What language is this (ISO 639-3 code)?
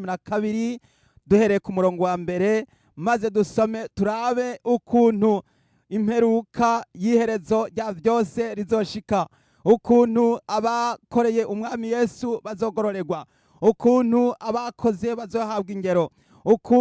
run